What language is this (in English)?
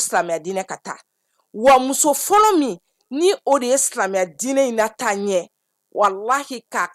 Bambara